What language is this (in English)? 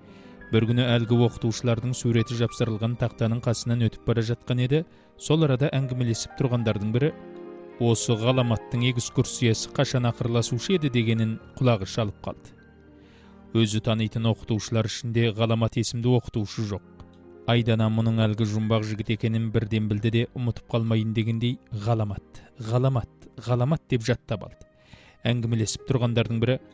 Kazakh